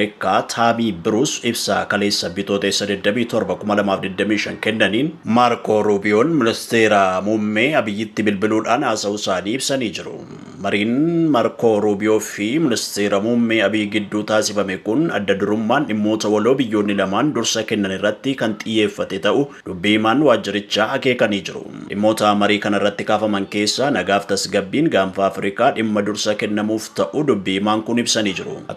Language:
Oromo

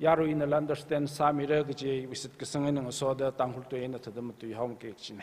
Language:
Tangkhul Naga (India)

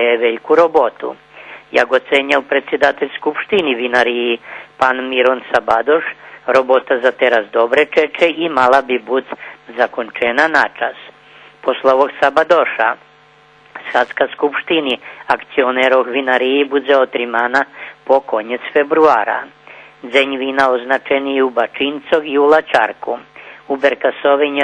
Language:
Rusyn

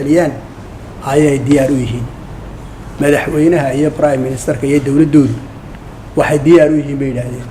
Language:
Somali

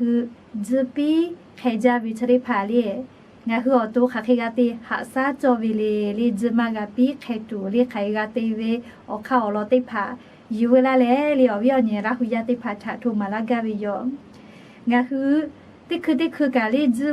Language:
Lahu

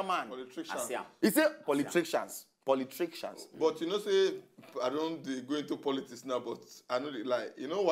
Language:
Nigerian Pidgin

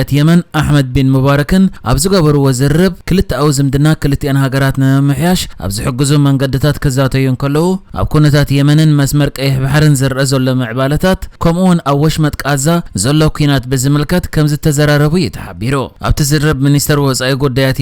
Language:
Tigrinya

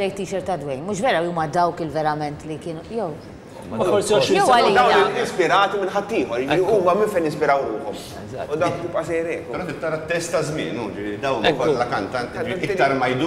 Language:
Maltese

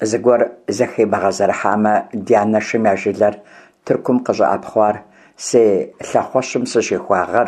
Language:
Kabardian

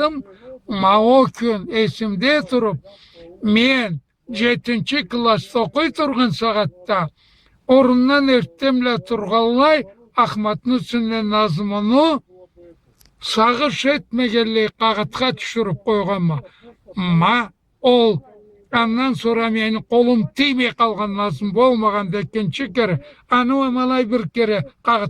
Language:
Karachay-Balkar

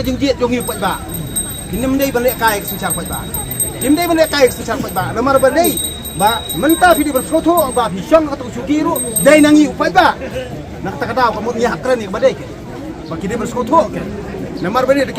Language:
Khasi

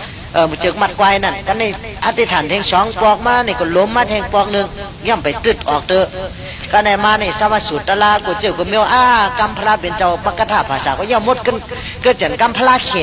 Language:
Shan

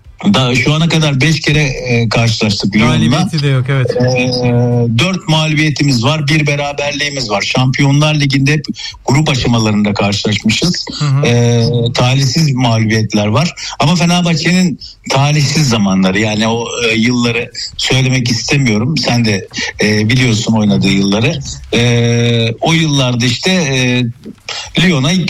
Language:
Turkish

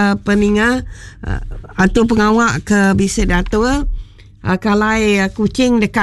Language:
Iban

